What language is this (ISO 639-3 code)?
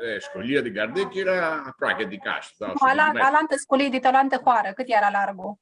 rup